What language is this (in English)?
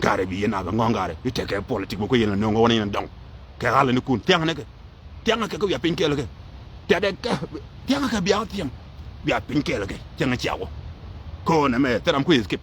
Nuer